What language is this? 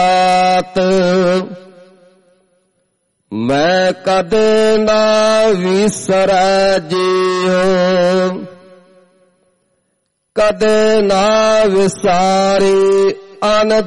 Punjabi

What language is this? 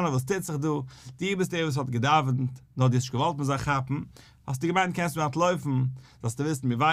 Yiddish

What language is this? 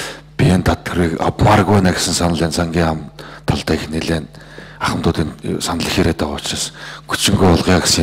Mongolian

